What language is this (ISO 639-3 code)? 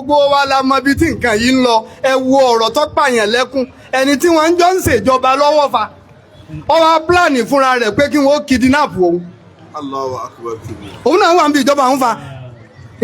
yor